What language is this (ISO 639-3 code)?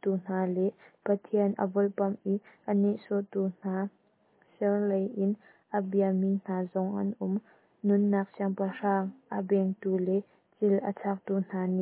cnh